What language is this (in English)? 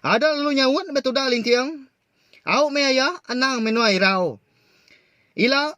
Iban